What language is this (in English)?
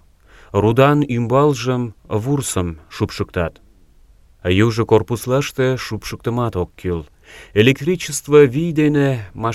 Mari